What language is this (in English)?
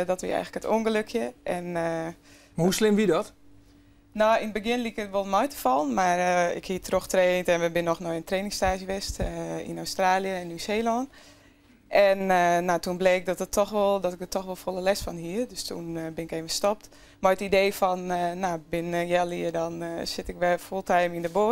Western Frisian